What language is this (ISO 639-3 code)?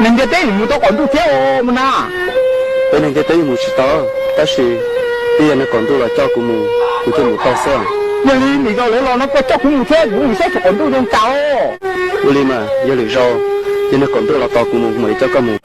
hmn